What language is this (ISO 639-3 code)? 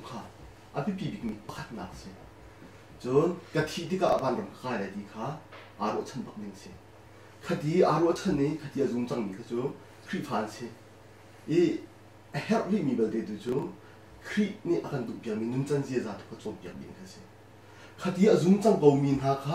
cnh